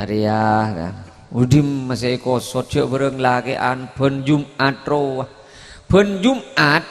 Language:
Madurese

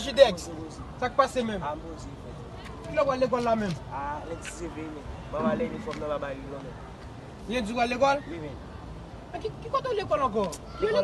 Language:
Haitian Creole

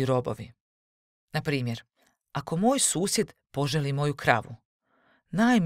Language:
Croatian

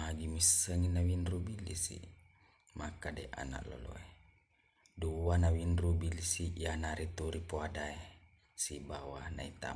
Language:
Buginese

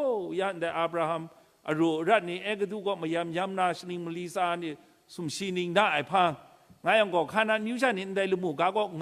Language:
Kachin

